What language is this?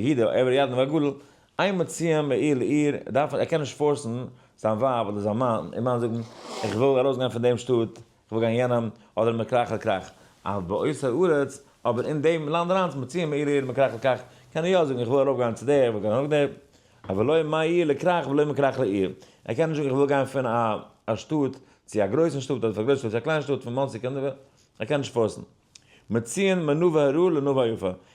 Yiddish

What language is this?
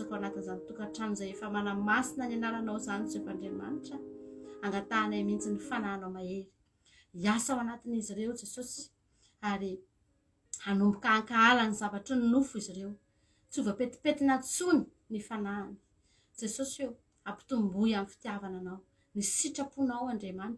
Malagasy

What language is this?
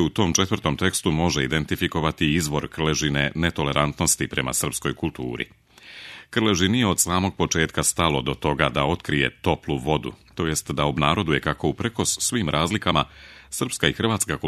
Serbian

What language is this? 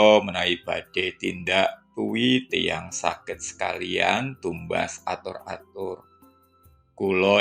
Javanese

